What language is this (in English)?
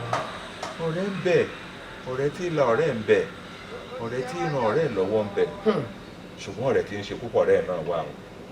Yoruba